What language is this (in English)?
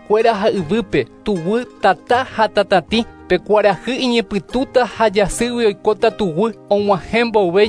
Guarani